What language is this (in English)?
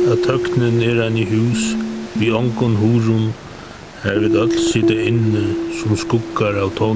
Faroese